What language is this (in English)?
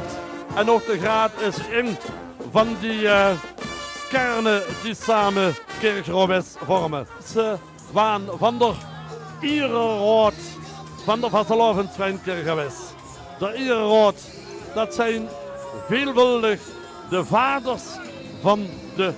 Limburgish